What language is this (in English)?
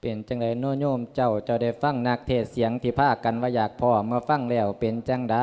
Lao